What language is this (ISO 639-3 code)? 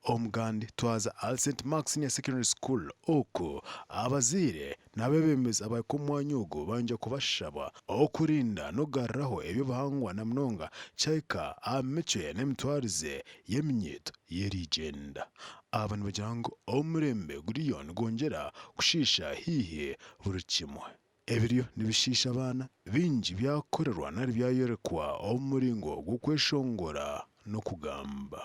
nyn